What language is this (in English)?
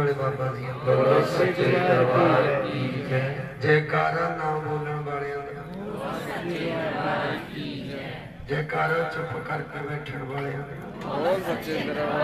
Punjabi